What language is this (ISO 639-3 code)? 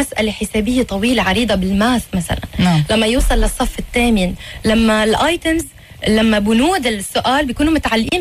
apc